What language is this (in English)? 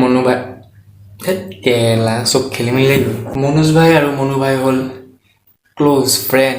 Assamese